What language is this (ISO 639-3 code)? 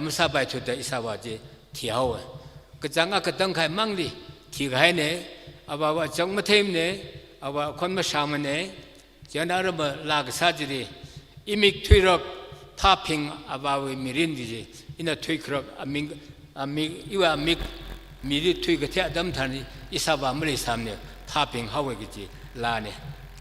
nmf